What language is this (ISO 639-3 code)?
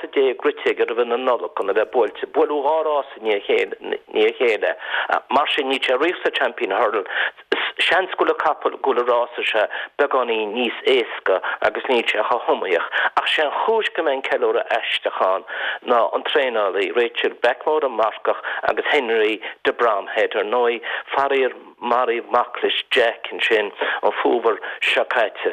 gle